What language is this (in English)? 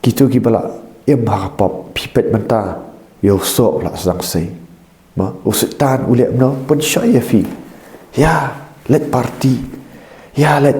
Khasi